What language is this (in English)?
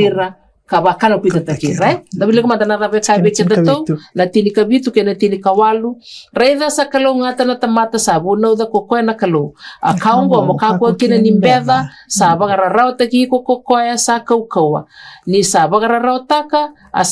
Fijian